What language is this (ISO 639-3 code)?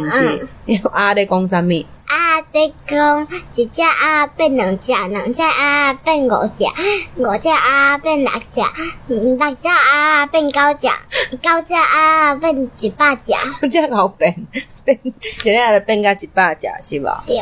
nan